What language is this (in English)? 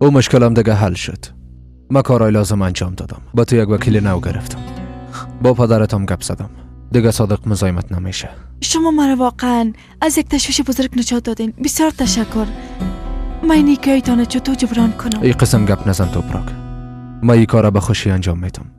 Persian